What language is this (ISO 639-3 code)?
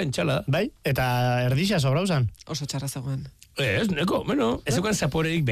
eus